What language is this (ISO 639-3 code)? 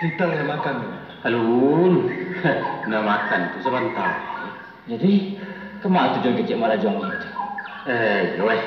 min